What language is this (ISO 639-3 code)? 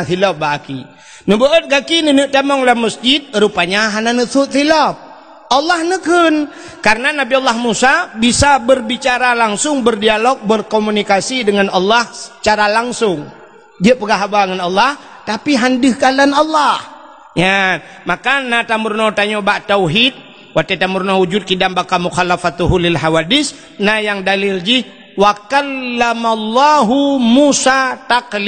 ace